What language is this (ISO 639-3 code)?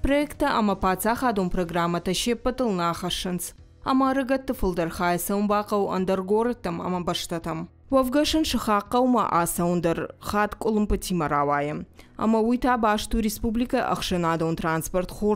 oss